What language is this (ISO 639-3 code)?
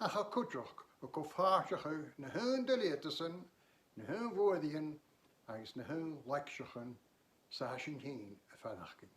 gla